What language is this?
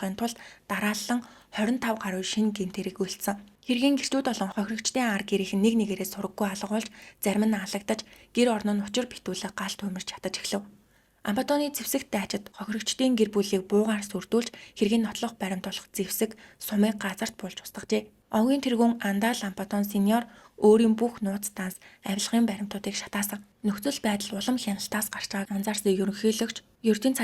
Mongolian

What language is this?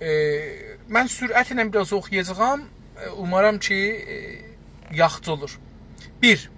South Azerbaijani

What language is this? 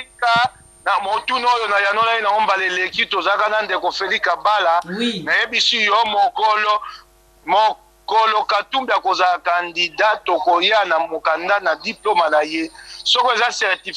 Lingala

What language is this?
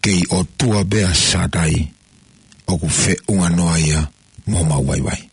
Tongan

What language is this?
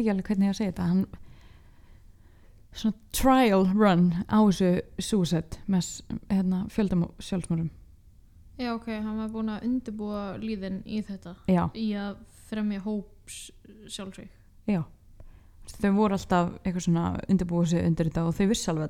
Icelandic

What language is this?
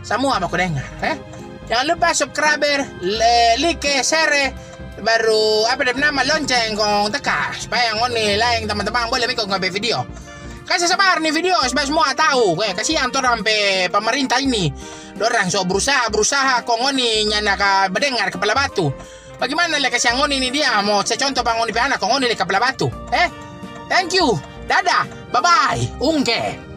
Manado Malay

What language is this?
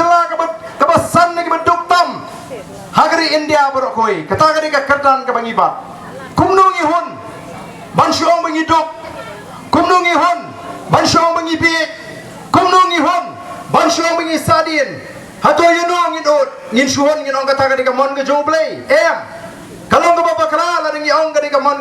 Khasi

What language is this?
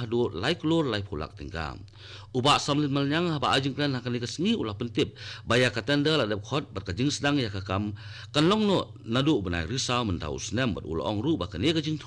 Khasi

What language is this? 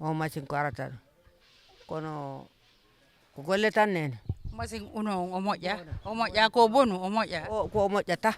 Fula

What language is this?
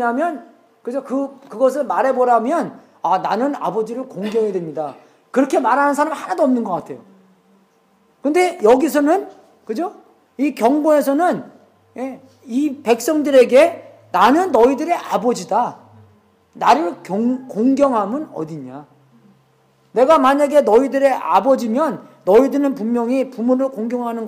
Korean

